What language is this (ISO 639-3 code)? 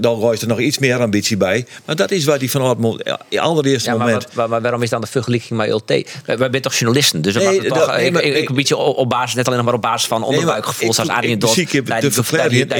fry